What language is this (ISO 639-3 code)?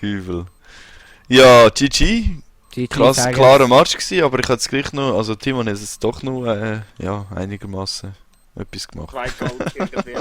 gsw